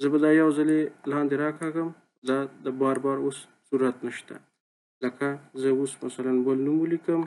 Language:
Pashto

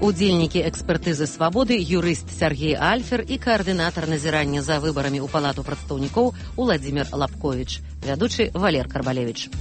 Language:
Belarusian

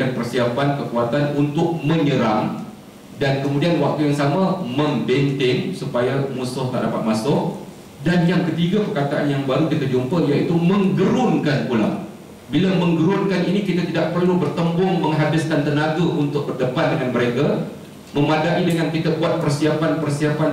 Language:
Malay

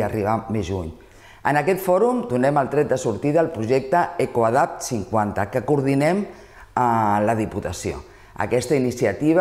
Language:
Catalan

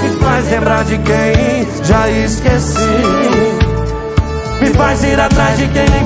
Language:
Portuguese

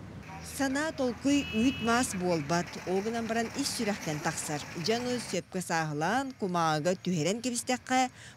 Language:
Yakut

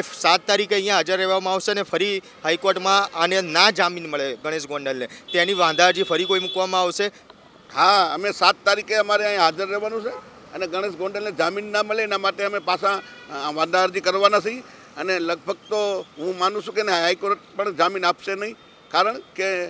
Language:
Gujarati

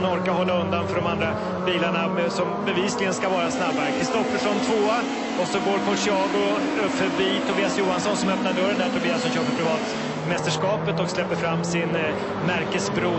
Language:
Swedish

